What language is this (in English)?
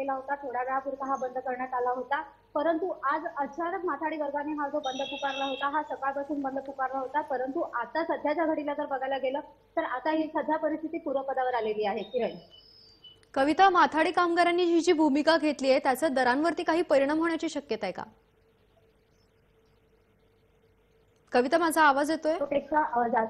Marathi